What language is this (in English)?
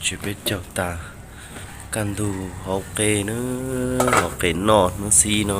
Hmong